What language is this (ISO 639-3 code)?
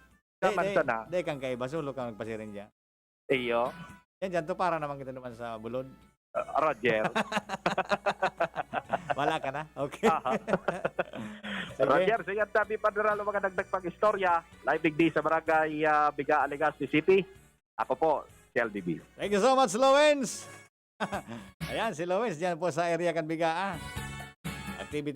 bik